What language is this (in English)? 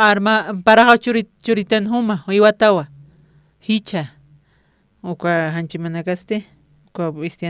Aymara